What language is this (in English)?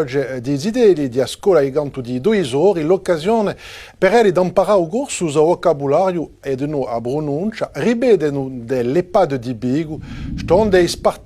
Corsican